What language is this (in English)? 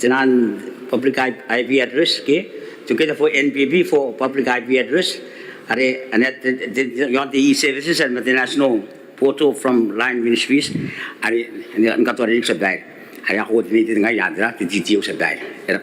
Gilbertese